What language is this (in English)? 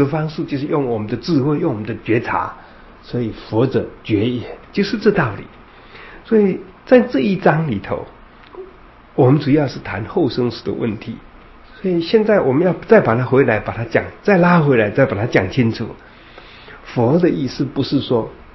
Chinese